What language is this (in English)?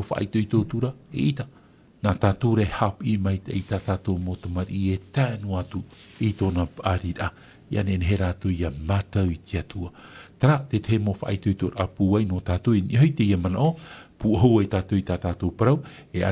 Tahitian